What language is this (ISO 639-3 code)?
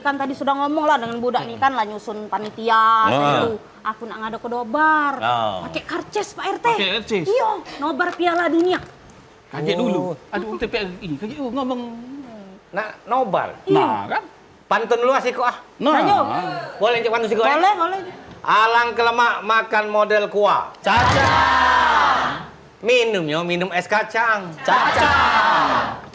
mui